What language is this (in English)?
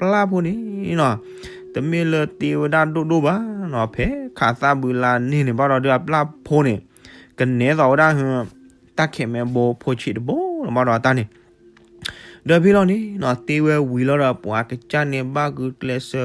S'gaw Karen